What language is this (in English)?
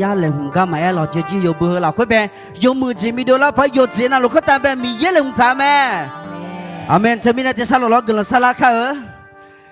Akha